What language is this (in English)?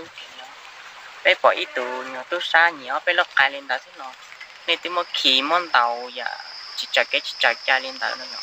Hmong